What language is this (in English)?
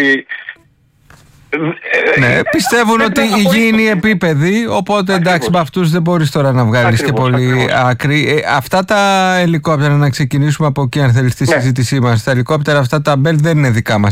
Greek